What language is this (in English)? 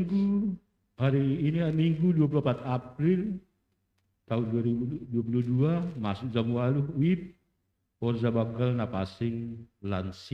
Batak Simalungun